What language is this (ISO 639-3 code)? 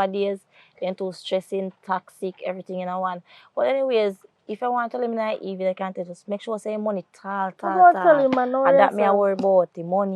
jam